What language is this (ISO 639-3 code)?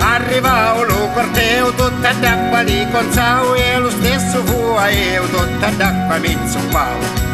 scn